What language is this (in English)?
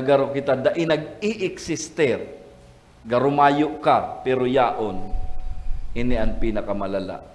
Bikol